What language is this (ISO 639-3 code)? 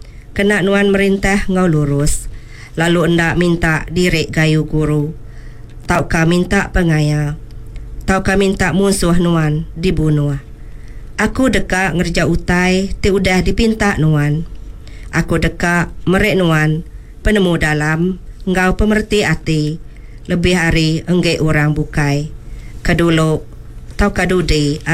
iba